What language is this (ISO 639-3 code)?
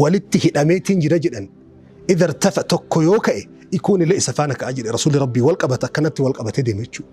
orm